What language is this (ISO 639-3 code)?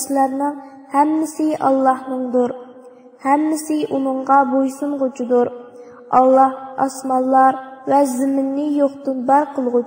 uig